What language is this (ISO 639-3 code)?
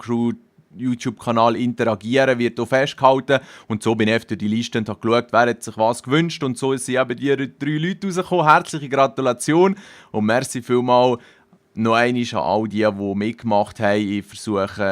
gsw